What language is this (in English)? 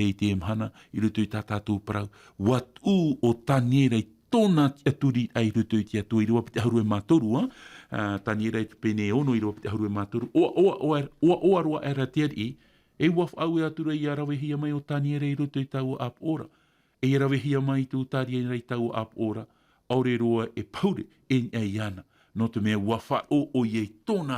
Tahitian